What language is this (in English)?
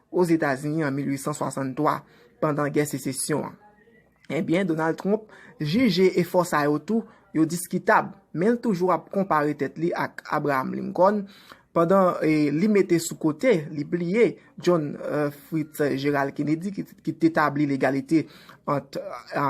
Haitian Creole